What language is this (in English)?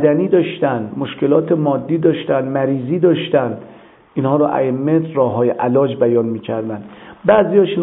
Persian